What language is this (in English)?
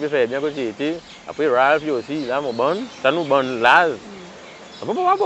Seselwa Creole French